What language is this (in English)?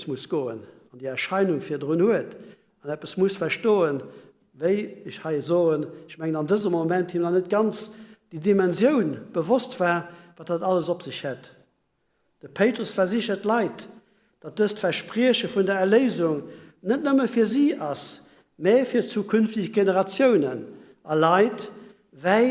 Luxembourgish